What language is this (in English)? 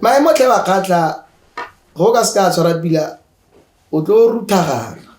Tswana